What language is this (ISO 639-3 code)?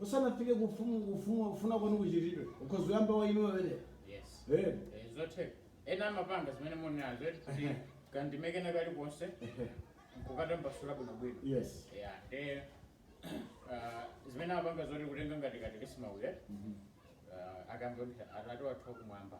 nya